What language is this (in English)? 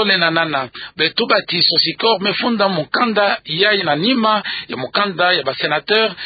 Kituba (Democratic Republic of Congo)